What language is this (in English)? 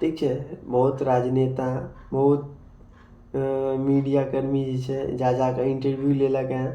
Maithili